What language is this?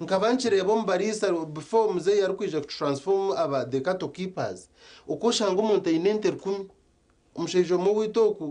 Nyankole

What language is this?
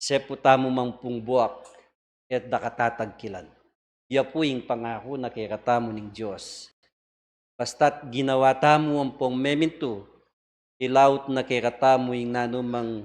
Pampanga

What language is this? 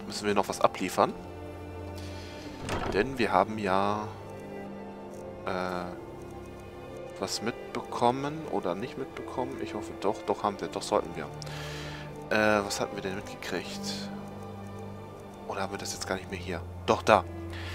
German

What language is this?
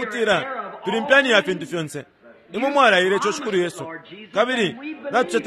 Bemba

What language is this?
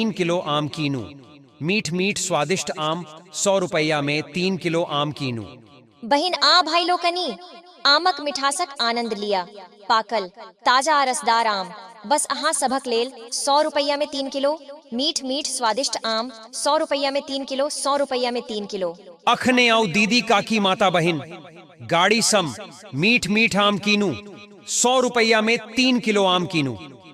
Maithili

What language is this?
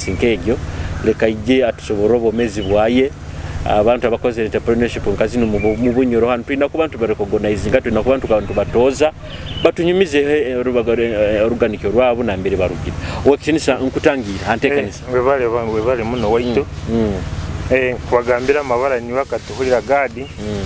Nyoro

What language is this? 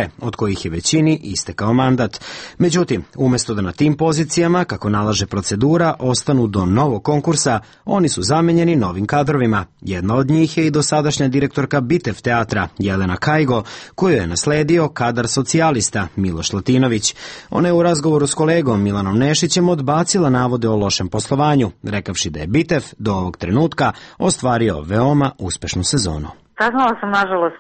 Serbian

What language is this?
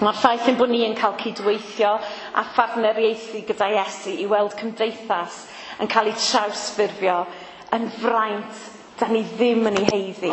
Welsh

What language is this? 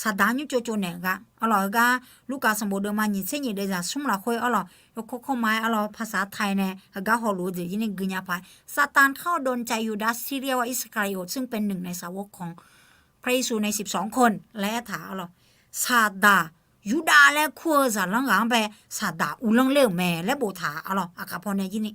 Akha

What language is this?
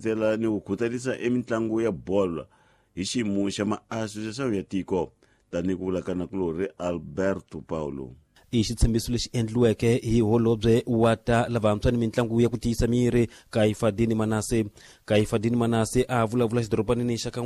Tsonga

